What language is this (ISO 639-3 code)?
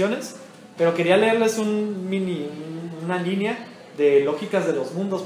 spa